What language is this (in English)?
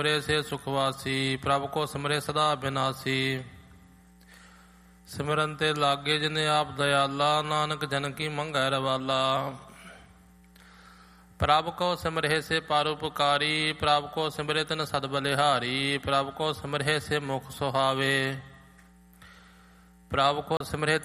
Punjabi